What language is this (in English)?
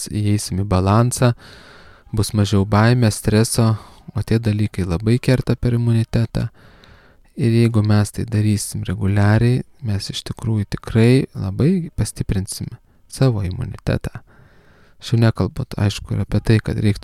Lithuanian